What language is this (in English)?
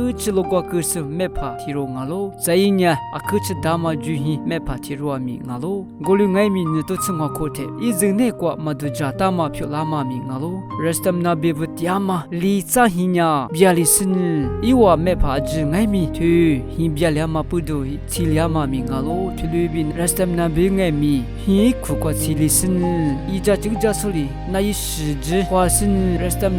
Lisu